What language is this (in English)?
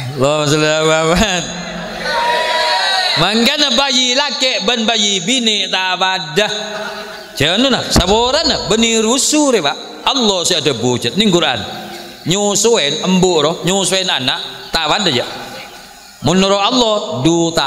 Madurese